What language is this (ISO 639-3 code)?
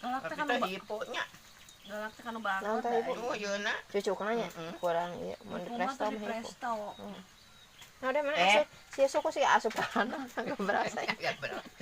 sun